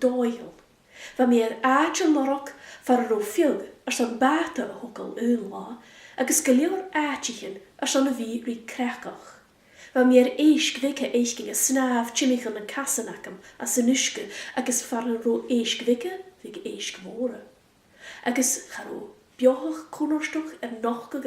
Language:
Scottish Gaelic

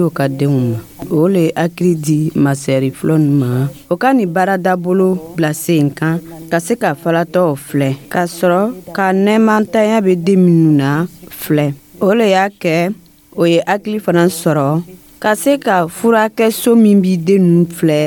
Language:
Dyula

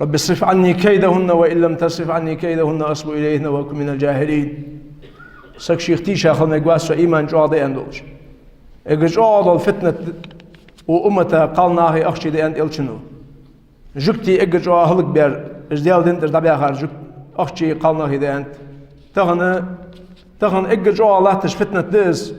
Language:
Ingush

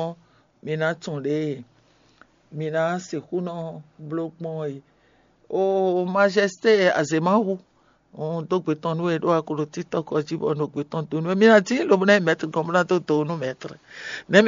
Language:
Fon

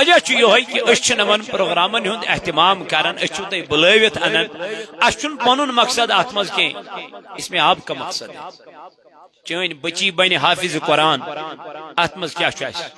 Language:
Kashmiri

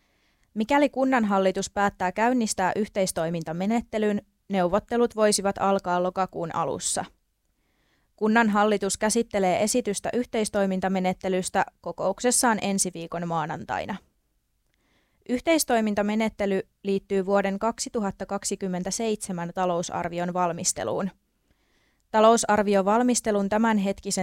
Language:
Finnish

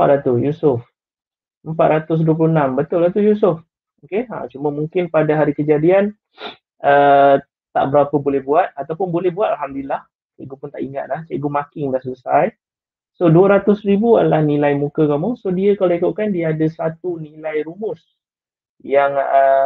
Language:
Malay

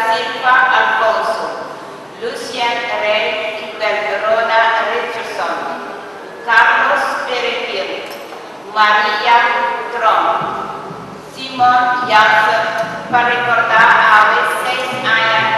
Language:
Papiamento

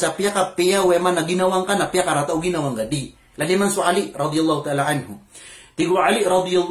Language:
Maranao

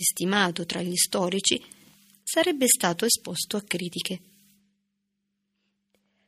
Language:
Italian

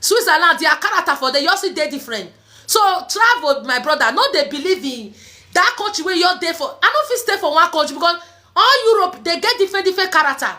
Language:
Nigerian Pidgin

